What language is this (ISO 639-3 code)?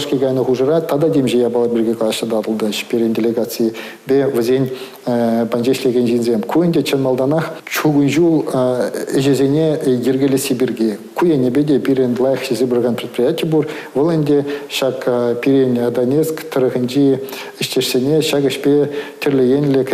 chv